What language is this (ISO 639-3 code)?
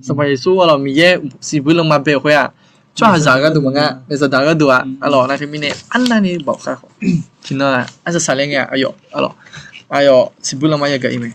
ahk